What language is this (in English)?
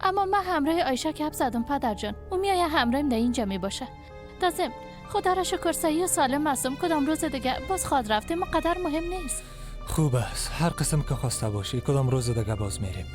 Persian